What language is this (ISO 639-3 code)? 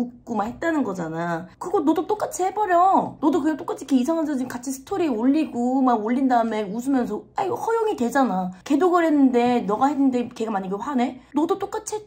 kor